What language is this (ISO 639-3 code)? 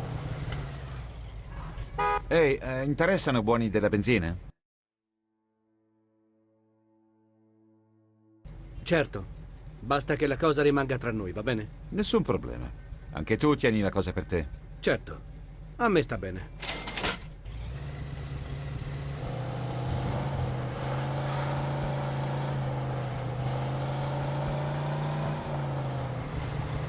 ita